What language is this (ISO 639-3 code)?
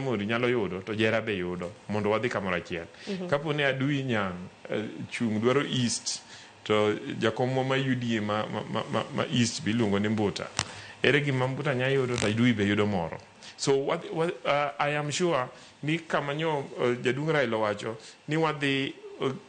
luo